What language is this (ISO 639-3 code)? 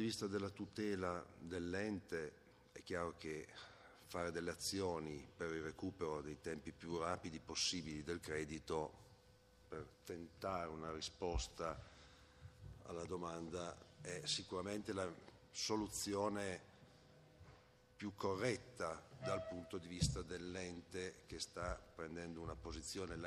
ita